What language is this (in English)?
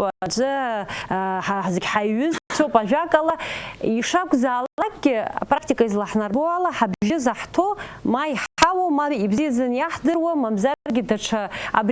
Abkhazian